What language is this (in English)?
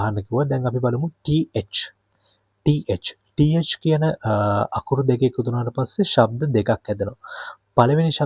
Sinhala